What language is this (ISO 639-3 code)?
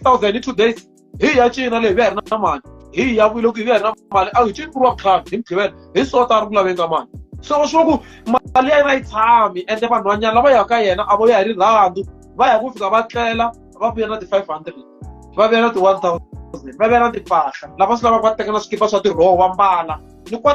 tso